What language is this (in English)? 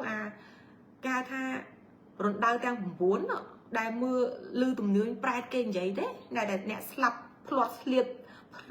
Khmer